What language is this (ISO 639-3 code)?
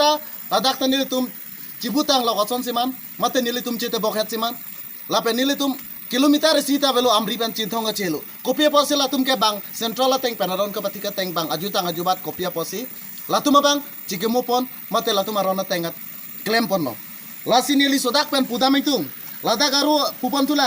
mjw